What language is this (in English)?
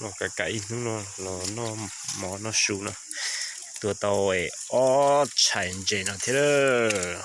Hmong